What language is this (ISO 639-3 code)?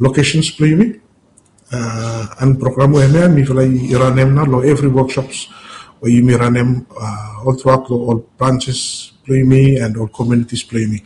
bis